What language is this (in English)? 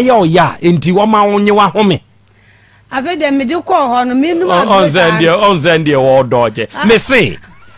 Akan